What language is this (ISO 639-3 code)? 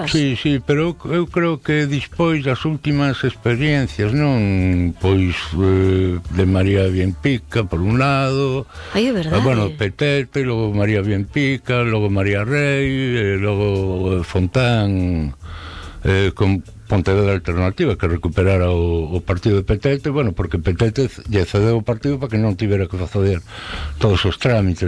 glg